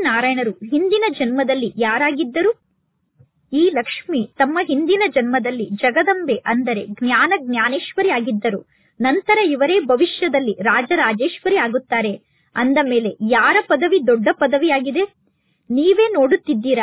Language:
Kannada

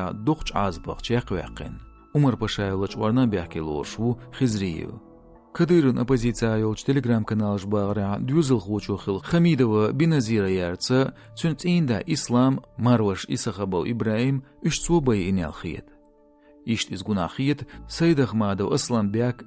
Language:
Chechen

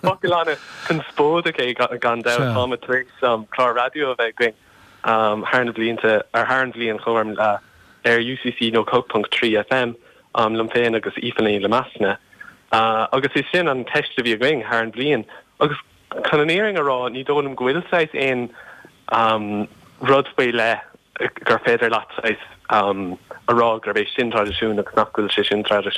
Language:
Irish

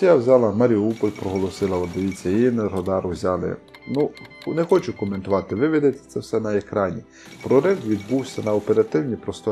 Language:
Ukrainian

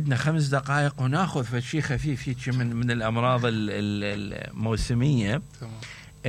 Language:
Mesopotamian Arabic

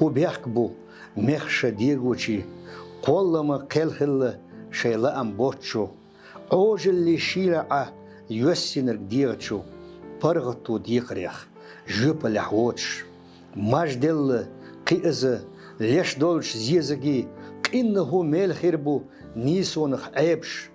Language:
Chechen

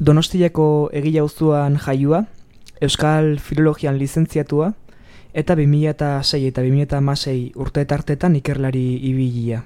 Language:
Basque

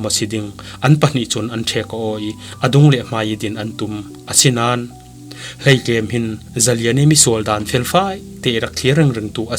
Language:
Falam Chin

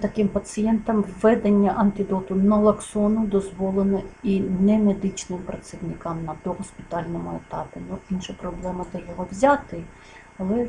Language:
Ukrainian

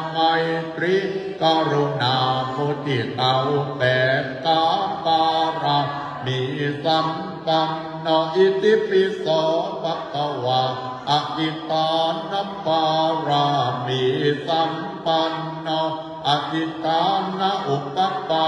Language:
Pali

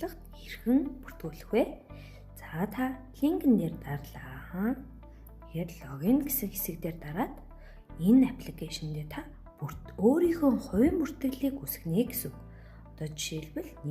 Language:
Mongolian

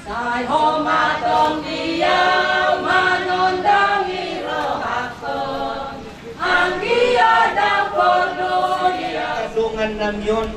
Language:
Batak Toba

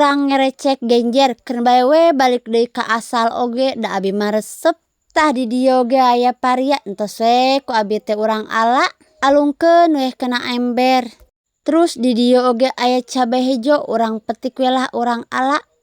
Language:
Sundanese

